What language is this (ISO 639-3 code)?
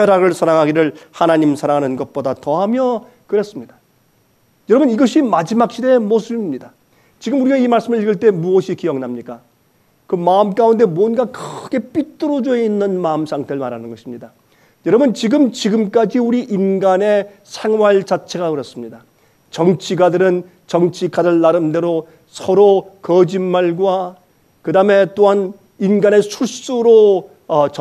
kor